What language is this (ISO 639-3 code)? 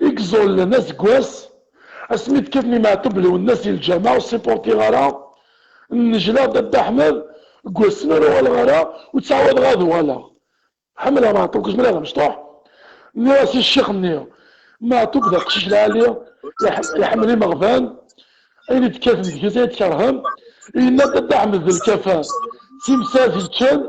kab